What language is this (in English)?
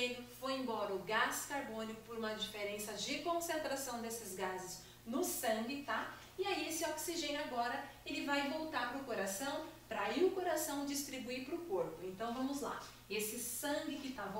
Portuguese